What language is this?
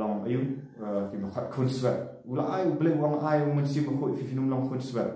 Khasi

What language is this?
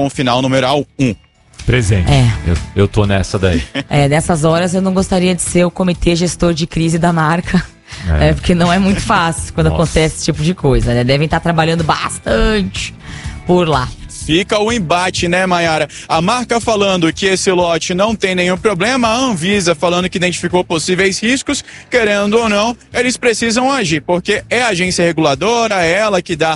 Portuguese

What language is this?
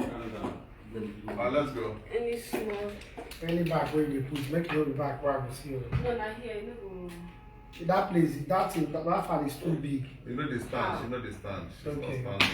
Nigerian Pidgin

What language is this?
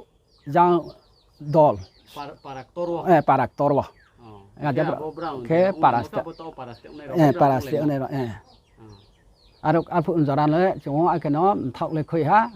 Riang (India)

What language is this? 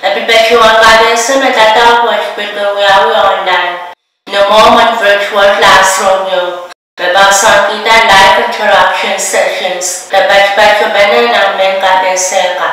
Pohnpeian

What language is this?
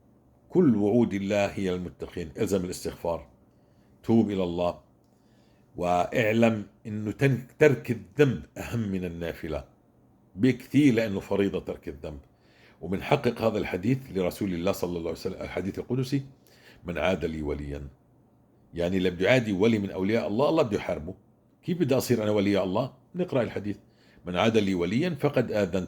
North Levantine Arabic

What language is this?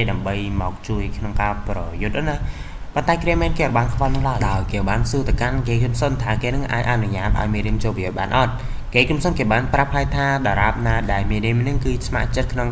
Khmer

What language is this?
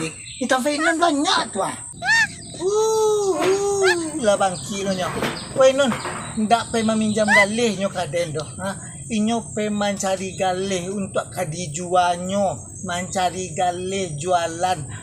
Minangkabau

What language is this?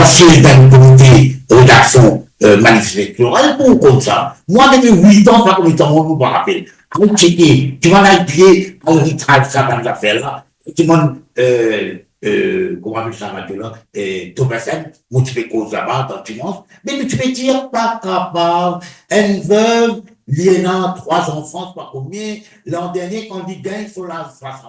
Morisyen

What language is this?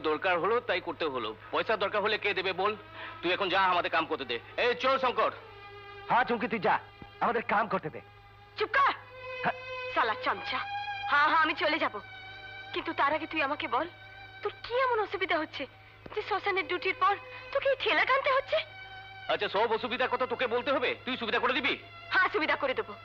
Bangla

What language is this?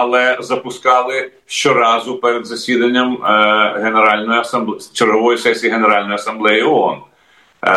Ukrainian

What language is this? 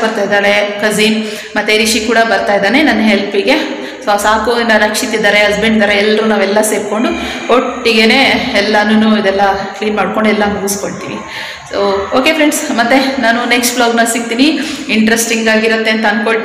Kannada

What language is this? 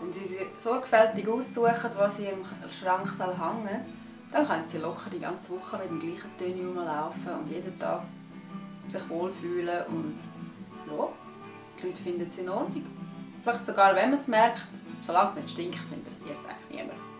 Swiss German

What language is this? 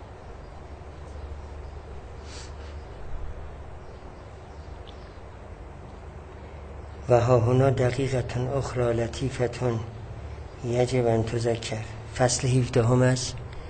Persian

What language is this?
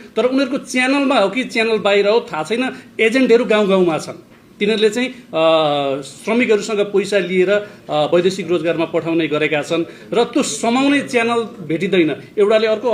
Nepali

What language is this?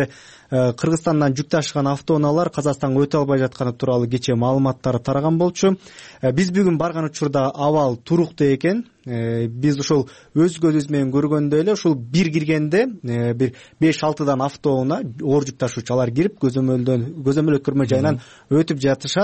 Kyrgyz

